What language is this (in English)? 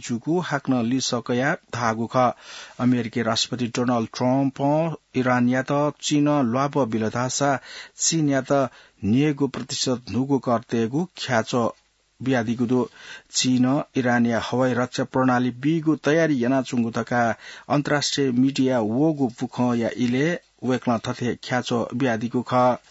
Newari